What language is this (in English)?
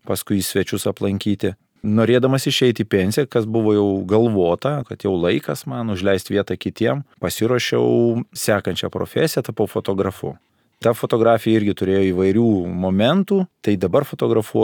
Lithuanian